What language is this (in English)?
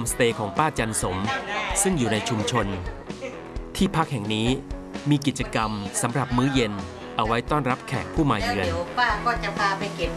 Thai